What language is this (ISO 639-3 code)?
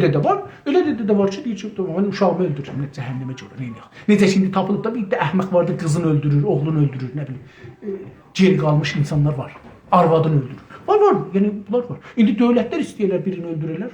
azb